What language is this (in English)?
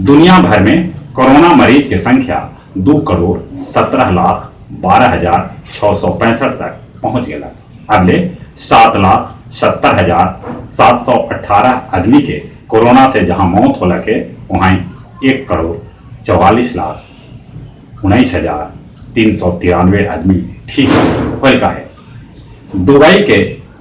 Magahi